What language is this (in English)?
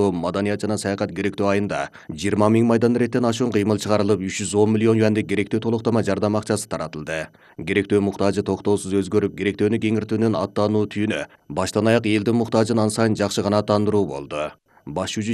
Kyrgyz